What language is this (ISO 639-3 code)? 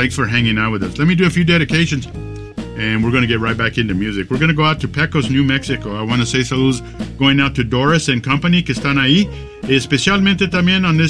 eng